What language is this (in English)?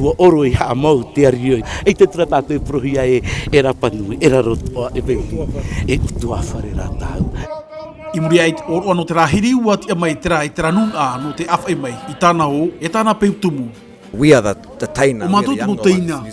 Tahitian